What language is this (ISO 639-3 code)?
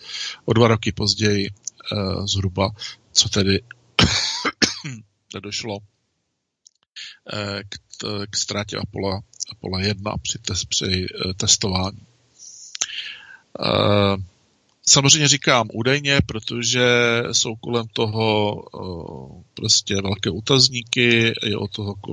ces